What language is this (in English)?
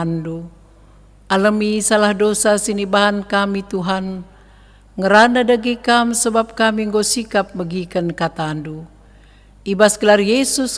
Batak Karo